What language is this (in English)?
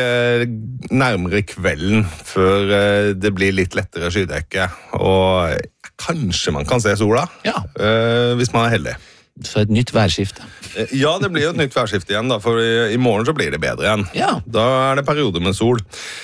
Norwegian